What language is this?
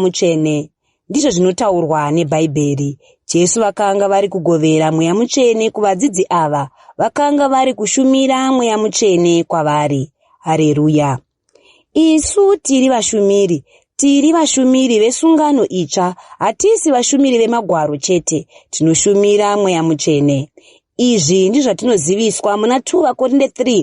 Shona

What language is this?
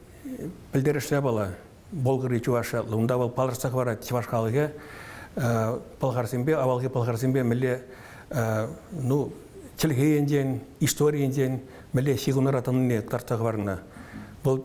Chuvash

